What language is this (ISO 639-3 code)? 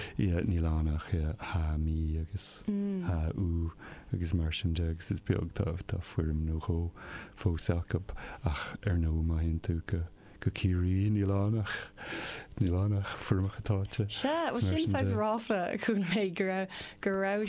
gle